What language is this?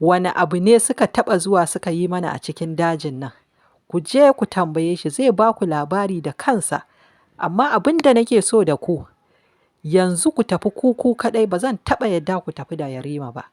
Hausa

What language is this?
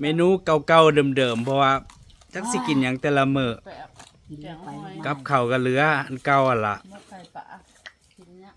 Northeastern Thai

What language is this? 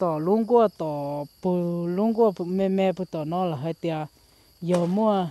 Hmong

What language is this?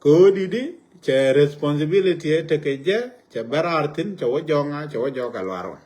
Nuer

